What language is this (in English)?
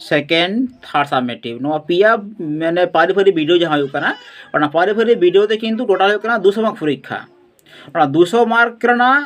Santali